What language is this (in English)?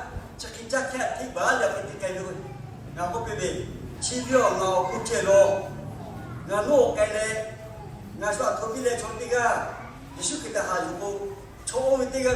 Lahu